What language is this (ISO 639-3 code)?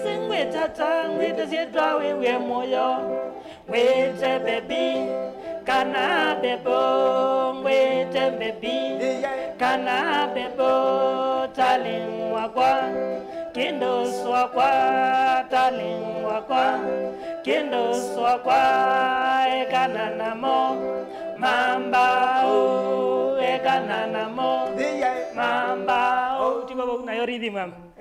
kam